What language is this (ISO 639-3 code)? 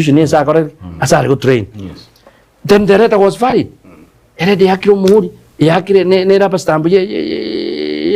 guz